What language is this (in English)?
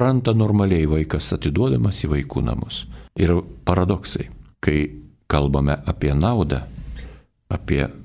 Lithuanian